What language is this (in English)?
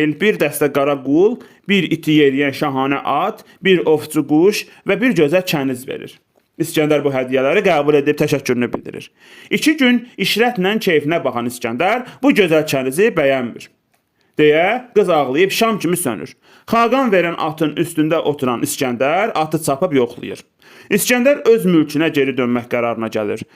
Azerbaijani